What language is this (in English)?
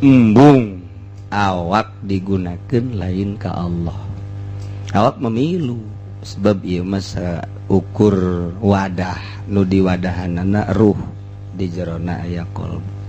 Sundanese